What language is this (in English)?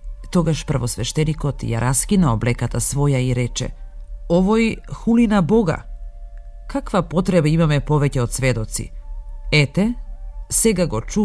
Macedonian